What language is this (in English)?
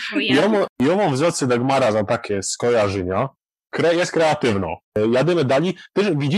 Silesian